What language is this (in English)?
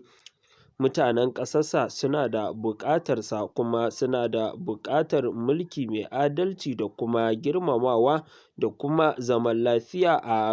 Hausa